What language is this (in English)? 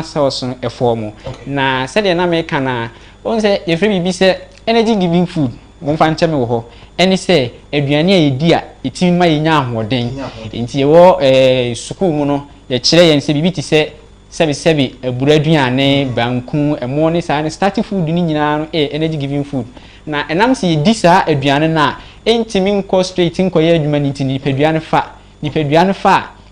Akan